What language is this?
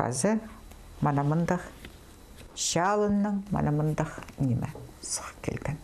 Khakas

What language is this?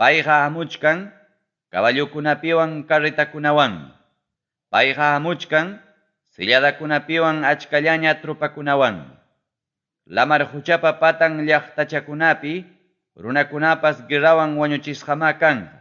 Ayacucho Quechua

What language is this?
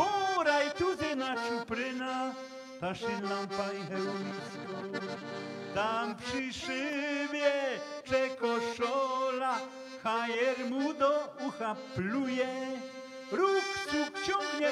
Silesian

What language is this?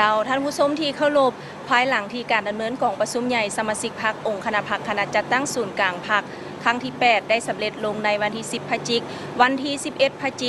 Lao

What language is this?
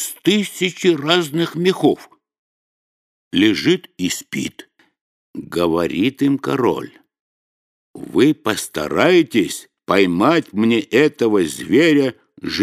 Russian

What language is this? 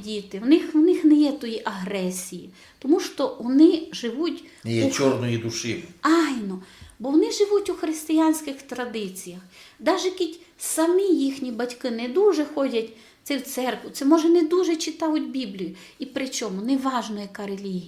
Rusyn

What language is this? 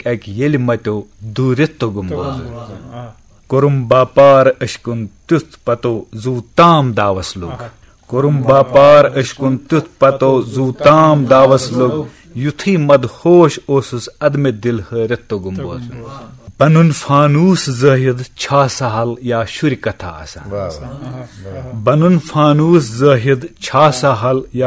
Kashmiri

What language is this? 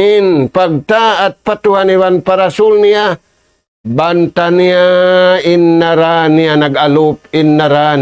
Tausug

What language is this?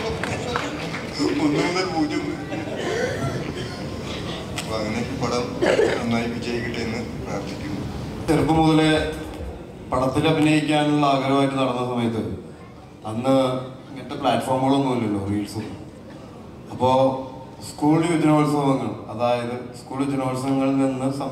Malayalam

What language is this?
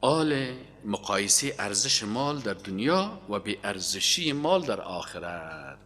Persian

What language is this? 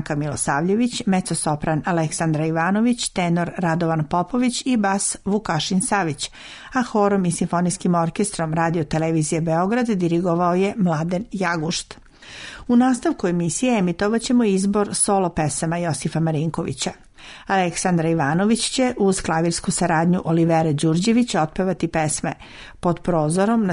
Serbian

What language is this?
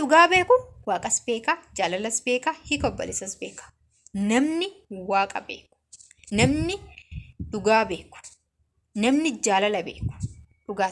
Oromo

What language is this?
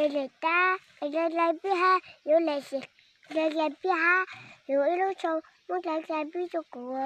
Hmong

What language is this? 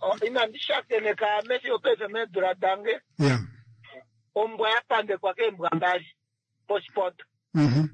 Kuanyama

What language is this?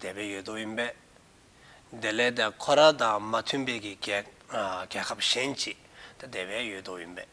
Dzongkha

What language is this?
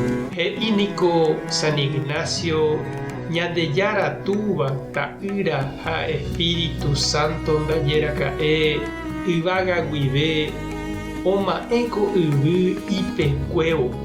Guarani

